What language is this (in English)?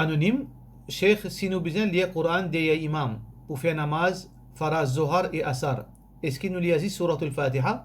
Morisyen